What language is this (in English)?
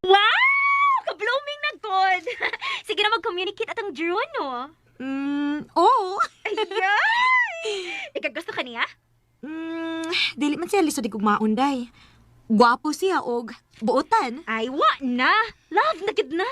Cebuano